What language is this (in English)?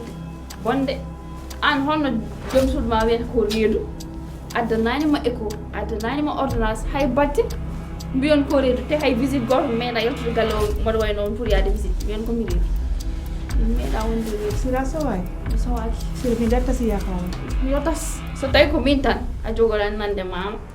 Fula